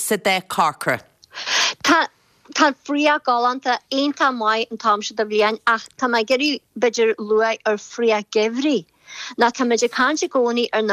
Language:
Irish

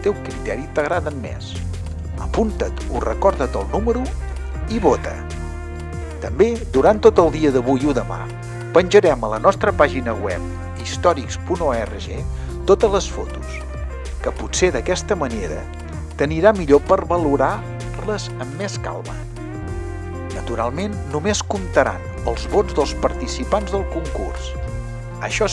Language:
Catalan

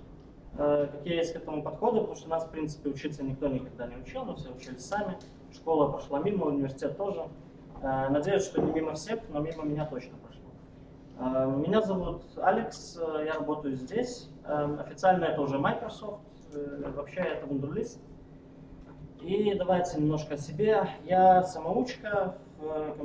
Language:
Russian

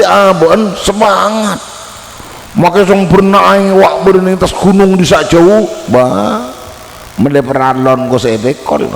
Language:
Madurese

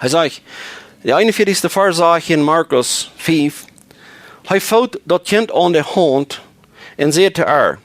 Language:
Plautdietsch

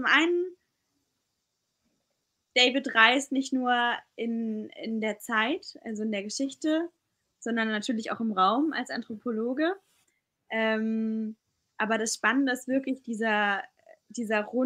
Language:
German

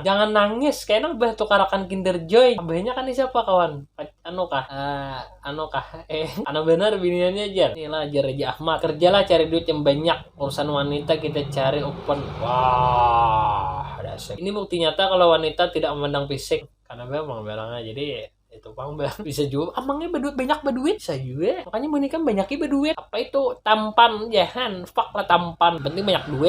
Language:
Banjar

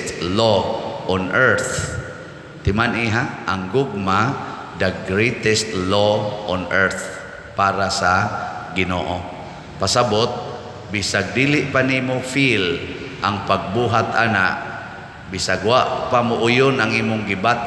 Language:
Cebuano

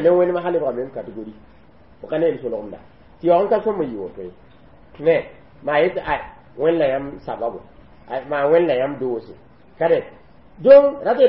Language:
Mossi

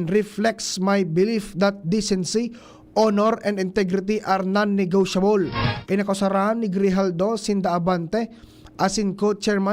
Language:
Bikol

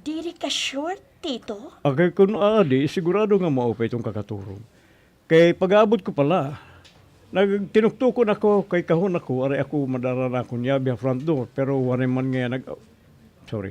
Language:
Waray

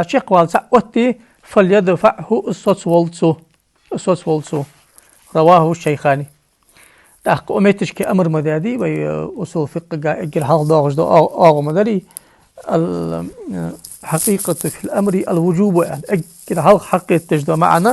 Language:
Ingush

